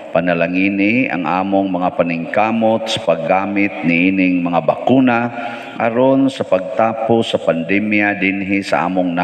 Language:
Cebuano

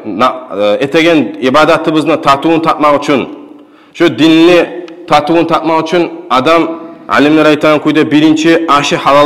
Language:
Kumyk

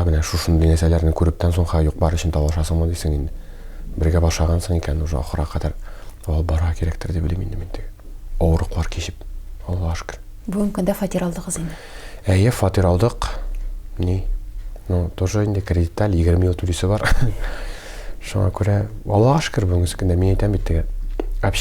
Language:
Tatar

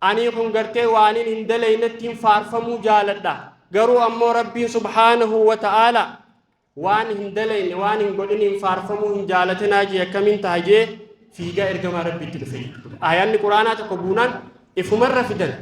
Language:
Oromo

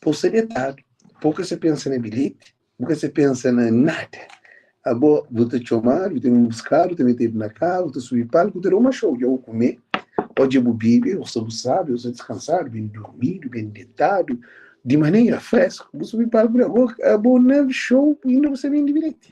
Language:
Kabuverdianu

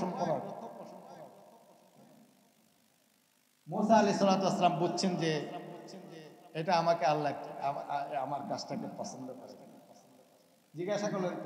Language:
Bangla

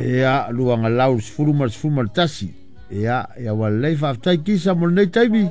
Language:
Samoan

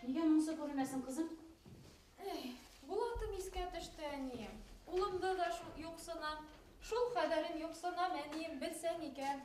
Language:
Bashkir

